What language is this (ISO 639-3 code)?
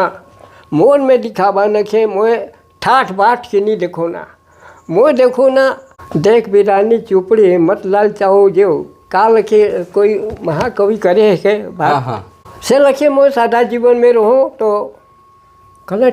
sck